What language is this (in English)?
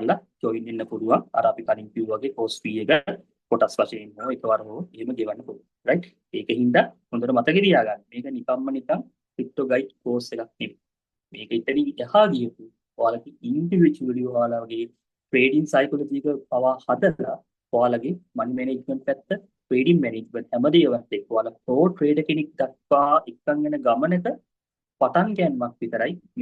Sinhala